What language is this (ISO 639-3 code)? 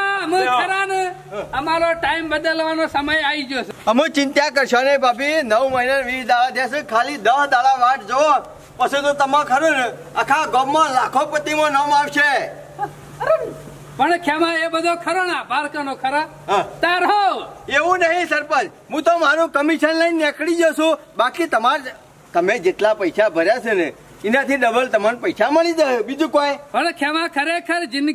guj